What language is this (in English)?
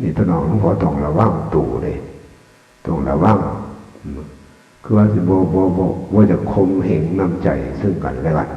Northeastern Thai